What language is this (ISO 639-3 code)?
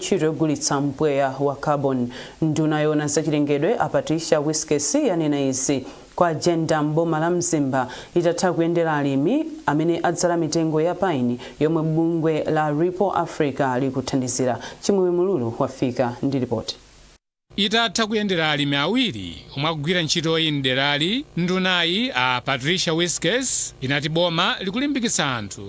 nya